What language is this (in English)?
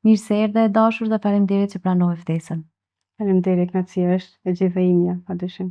Albanian